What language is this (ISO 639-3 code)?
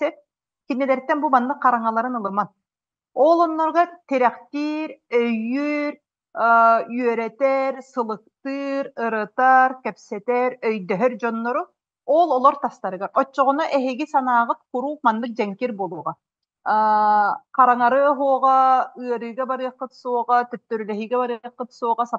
sah